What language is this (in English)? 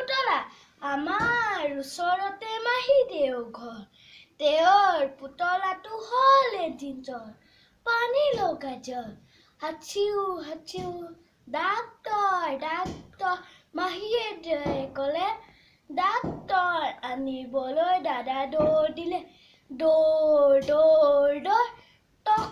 Assamese